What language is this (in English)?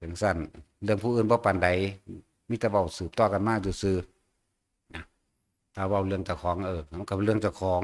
Northeastern Thai